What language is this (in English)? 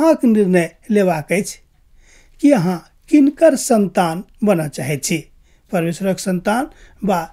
Maithili